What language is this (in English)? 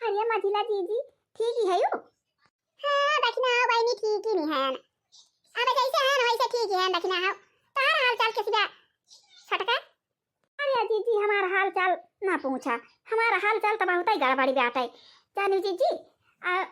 Awadhi